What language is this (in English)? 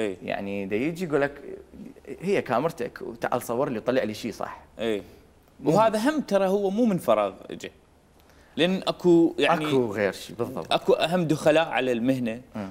Mesopotamian Arabic